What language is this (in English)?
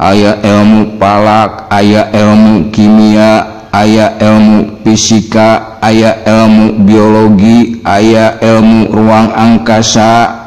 Sundanese